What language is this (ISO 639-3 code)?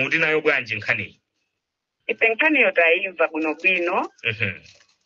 nya